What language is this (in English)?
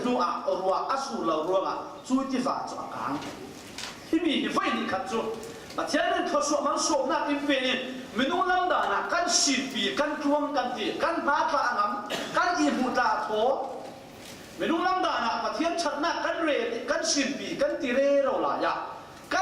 Falam Chin